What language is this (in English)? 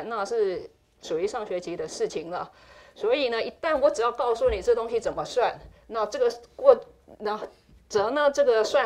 Chinese